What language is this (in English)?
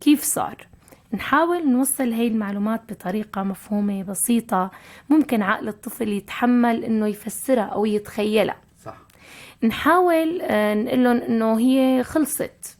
North Levantine Arabic